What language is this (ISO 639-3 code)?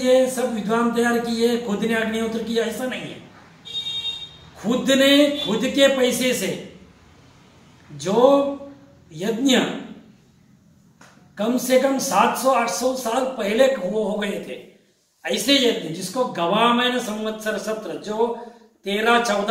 hin